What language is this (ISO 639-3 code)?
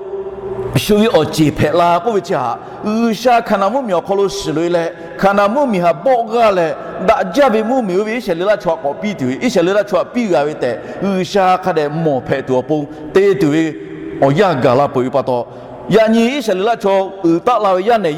lhu